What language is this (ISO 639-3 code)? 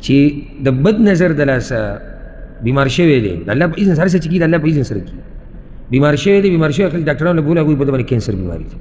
pus